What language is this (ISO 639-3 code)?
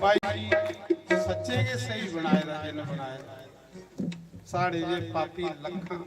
doi